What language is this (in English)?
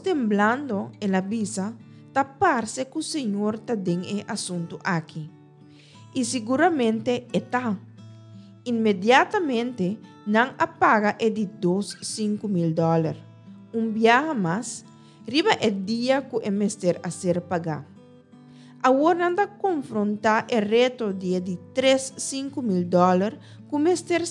Papiamento